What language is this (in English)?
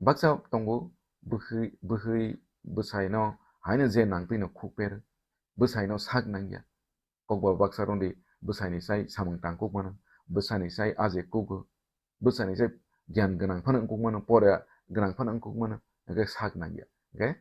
Kok Borok